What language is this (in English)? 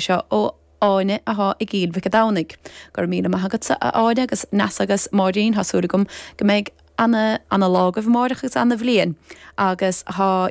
Irish